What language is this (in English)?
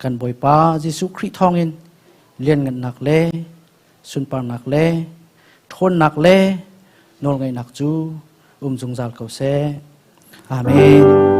Hakha Chin